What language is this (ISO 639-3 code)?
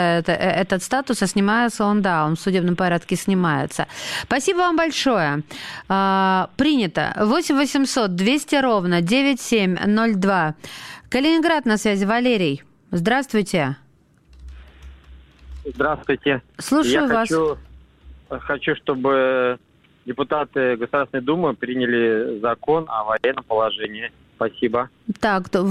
rus